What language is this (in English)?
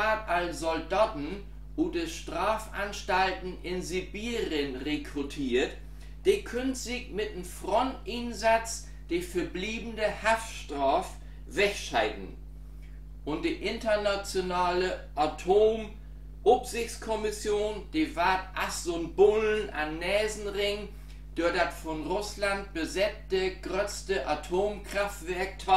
Low German